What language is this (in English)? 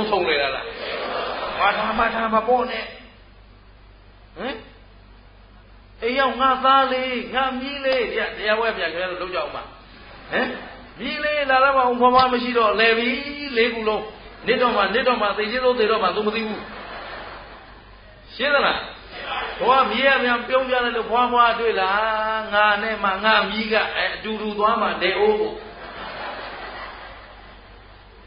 Burmese